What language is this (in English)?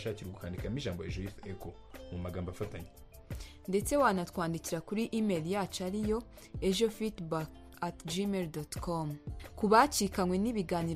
Kinyarwanda